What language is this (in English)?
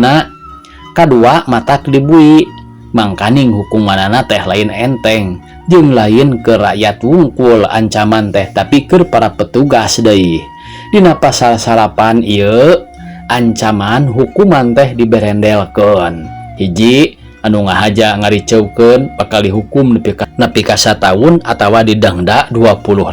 Sundanese